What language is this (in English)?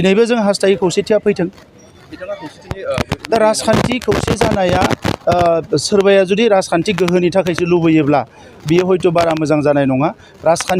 Bodo